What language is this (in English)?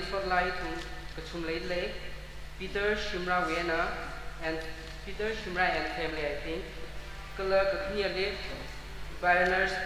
Tangkhul Naga (India)